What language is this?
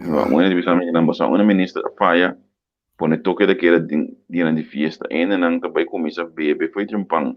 Papiamento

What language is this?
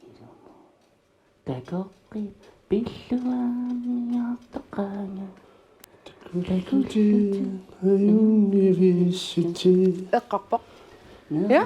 Kalaallisut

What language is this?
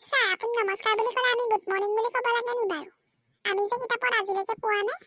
Assamese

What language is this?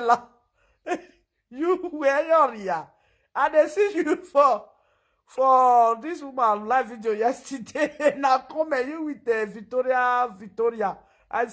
Nigerian Pidgin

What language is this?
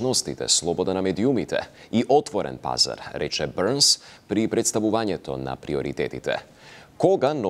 Macedonian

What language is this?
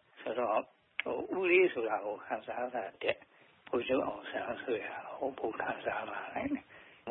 Burmese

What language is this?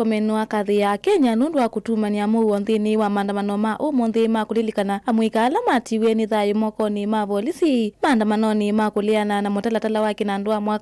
Kamba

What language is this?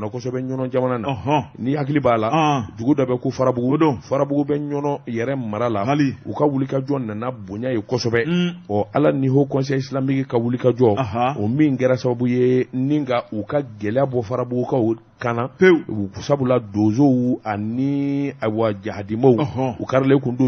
Bambara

